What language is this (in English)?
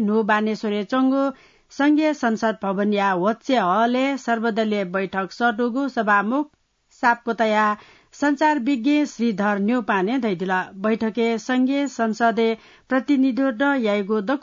Newari